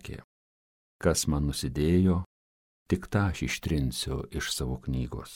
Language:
Lithuanian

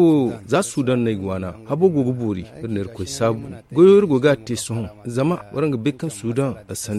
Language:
Zarma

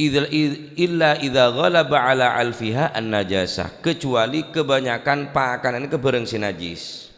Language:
Madurese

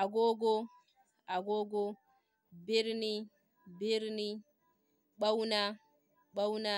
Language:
Hausa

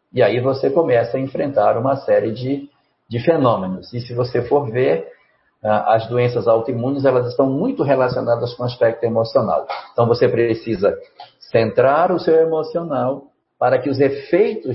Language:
Portuguese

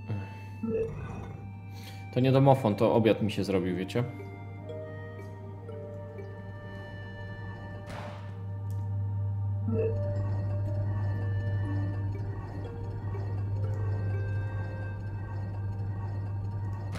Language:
Polish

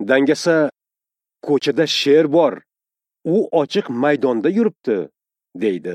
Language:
Uzbek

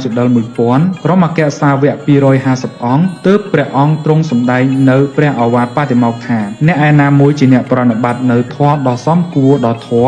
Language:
Khmer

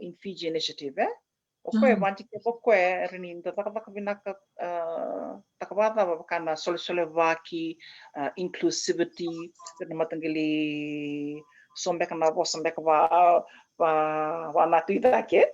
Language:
Fijian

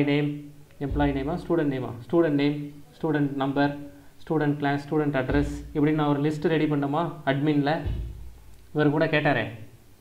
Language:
Tamil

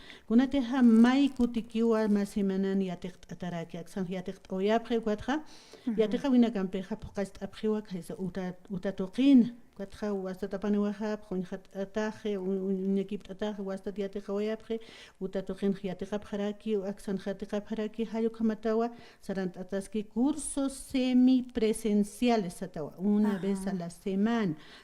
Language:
Aymara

